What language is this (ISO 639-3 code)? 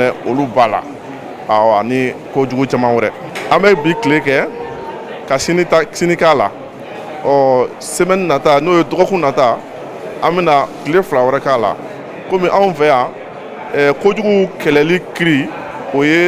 bam